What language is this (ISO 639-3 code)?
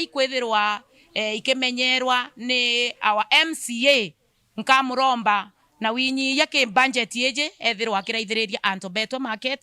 mer